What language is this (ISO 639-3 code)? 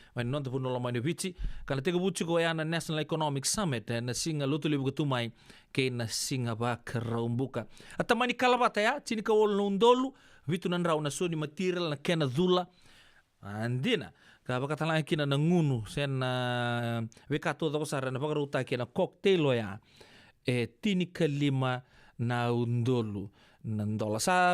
fij